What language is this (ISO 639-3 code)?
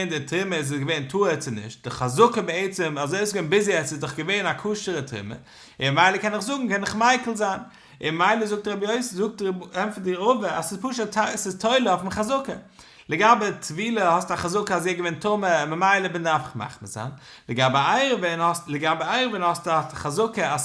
yid